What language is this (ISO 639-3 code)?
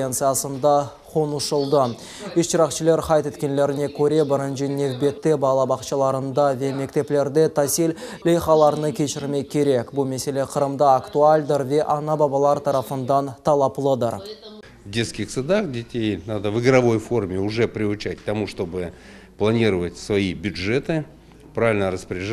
crh